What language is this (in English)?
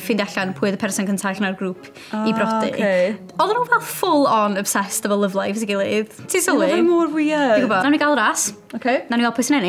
Welsh